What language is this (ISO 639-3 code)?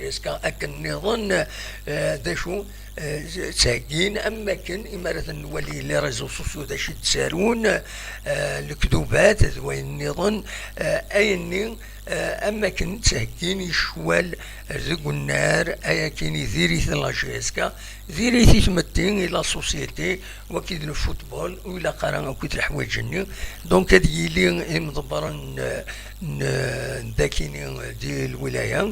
kab